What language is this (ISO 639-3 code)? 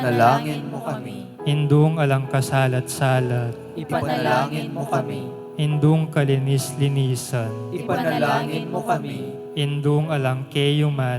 pam